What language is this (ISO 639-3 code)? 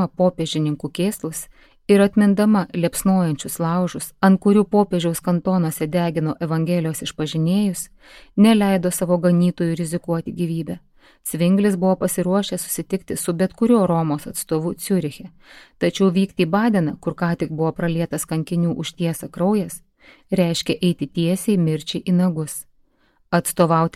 lit